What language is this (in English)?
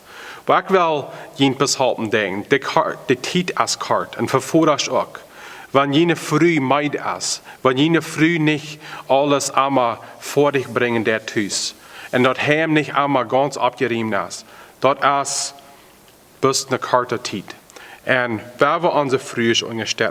Plautdietsch